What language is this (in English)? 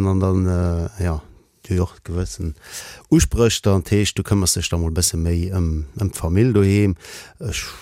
Luxembourgish